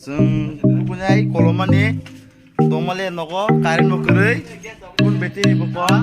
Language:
Kok Borok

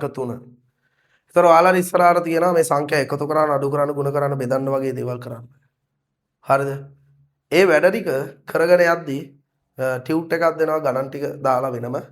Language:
Sinhala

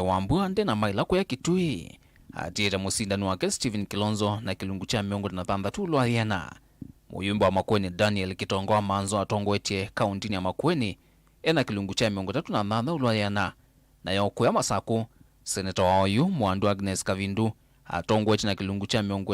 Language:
Kamba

